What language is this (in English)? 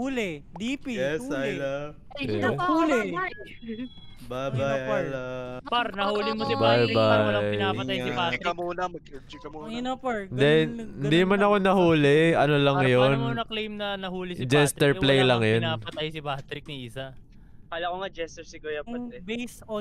Filipino